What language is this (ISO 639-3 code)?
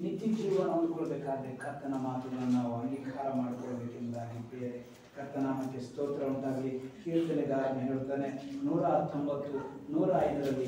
kan